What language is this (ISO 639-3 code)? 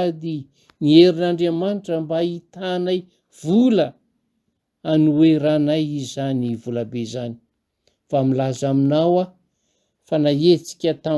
mlg